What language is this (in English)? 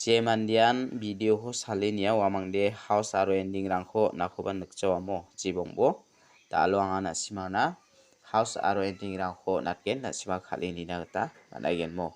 Garo